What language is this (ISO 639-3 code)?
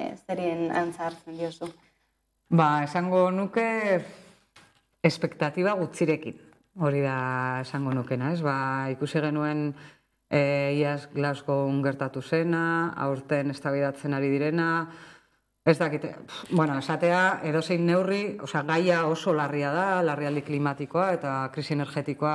eus